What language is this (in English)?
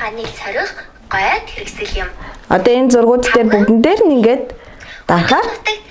Mongolian